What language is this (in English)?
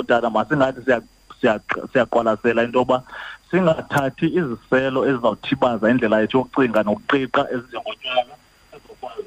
Xhosa